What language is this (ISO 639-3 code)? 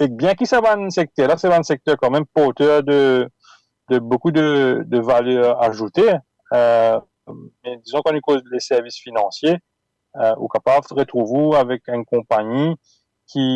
mfe